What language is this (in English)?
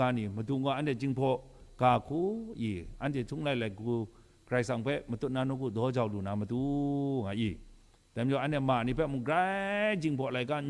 Kachin